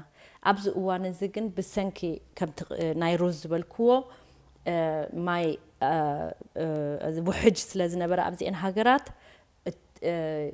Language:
Tigrinya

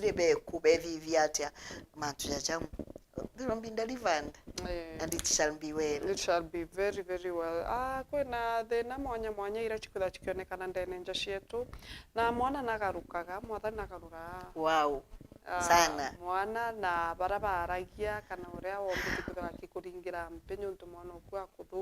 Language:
Meru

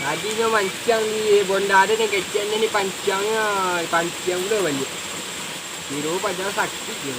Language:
Minangkabau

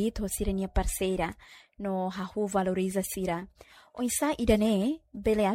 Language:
Tetum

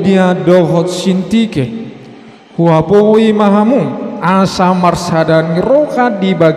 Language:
Batak Toba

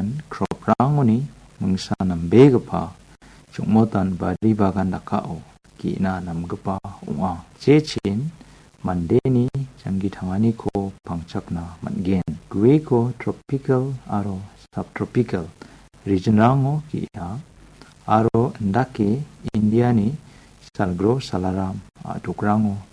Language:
Garo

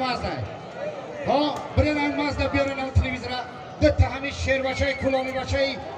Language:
Tajik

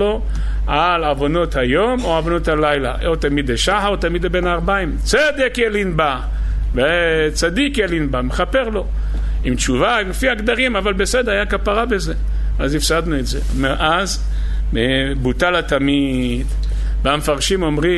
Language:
Hebrew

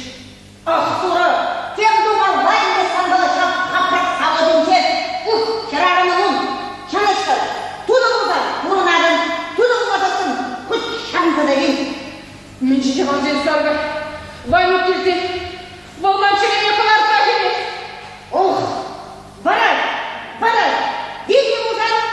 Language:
Chuvash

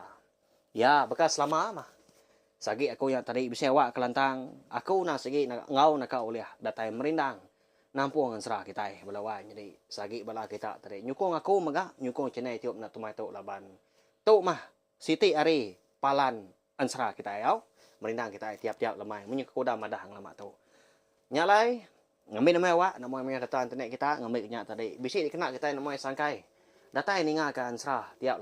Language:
Iban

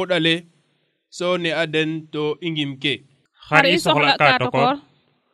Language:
Serer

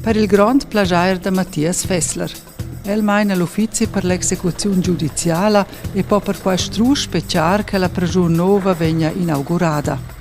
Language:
Romansh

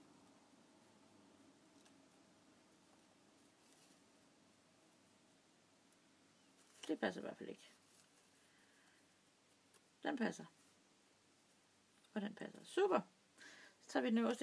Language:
Danish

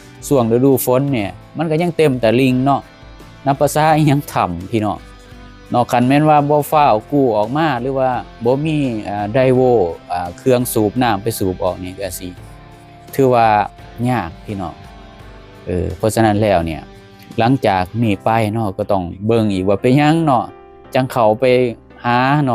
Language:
Lao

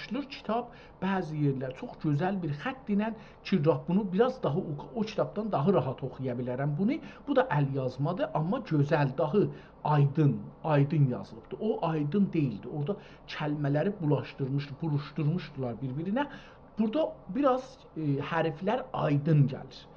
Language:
South Azerbaijani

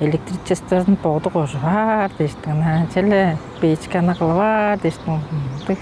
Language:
Tuvinian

